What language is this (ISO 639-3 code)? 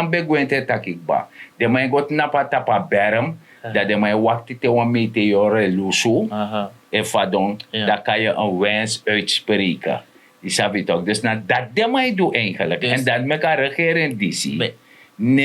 srn